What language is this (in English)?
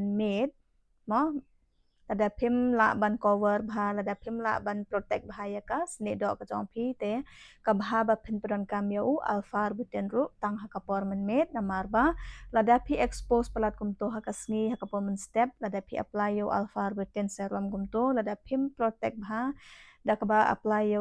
Khasi